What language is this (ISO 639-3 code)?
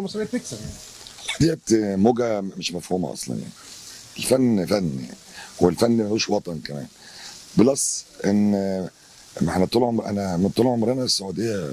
arz